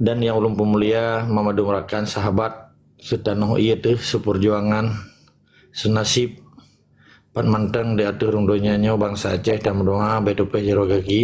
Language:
Achinese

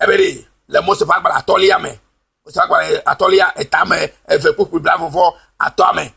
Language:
Ewe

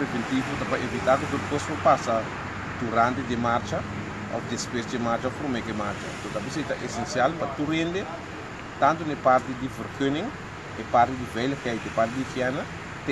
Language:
Papiamento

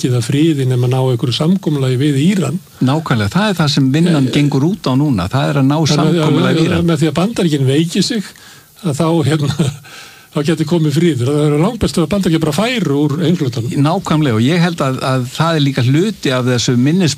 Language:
Icelandic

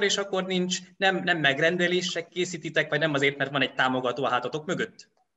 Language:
Hungarian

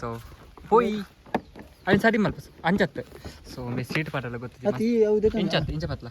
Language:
Tulu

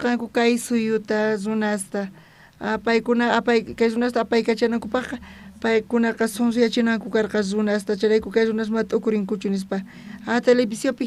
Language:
South Bolivian Quechua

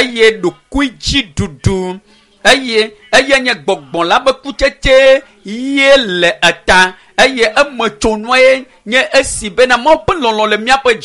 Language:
Ewe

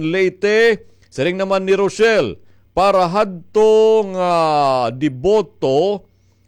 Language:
Waray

